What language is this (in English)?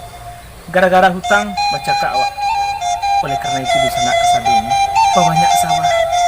Minangkabau